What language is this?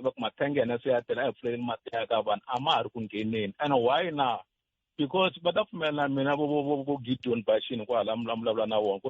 Tsonga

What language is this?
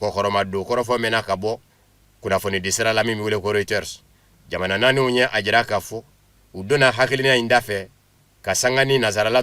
Bambara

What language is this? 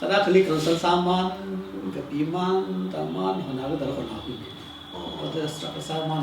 Tangkhul Naga (India)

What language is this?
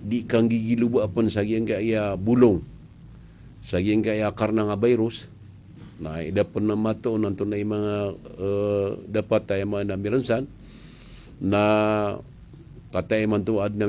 Maranao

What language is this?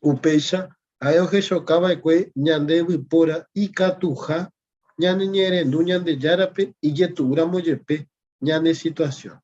Guarani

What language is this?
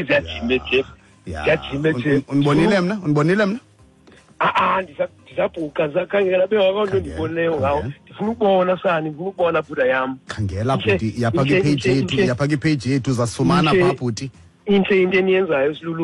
Xhosa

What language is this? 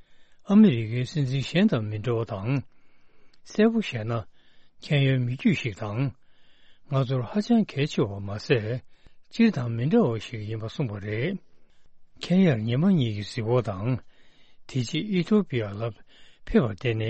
Tibetan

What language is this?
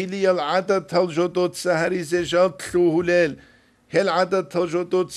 Avaric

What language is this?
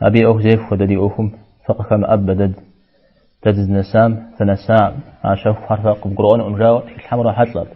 Kabardian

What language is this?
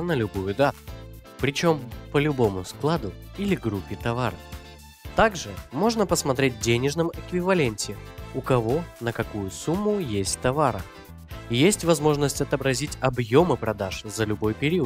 Russian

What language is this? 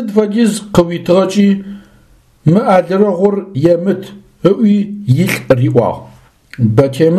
Adyghe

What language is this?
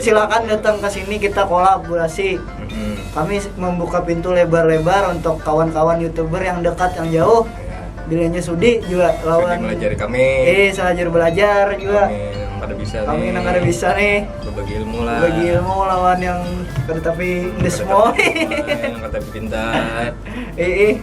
Banjar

